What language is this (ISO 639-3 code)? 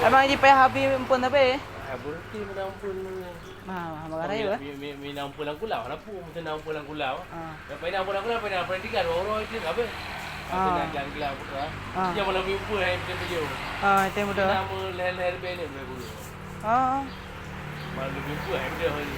ace